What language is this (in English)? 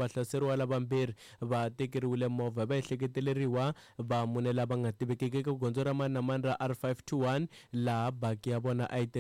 Tsonga